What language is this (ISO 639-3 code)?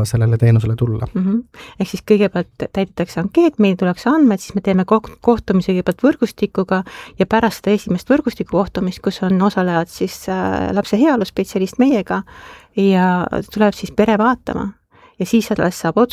est